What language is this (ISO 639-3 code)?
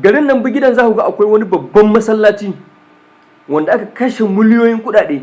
hau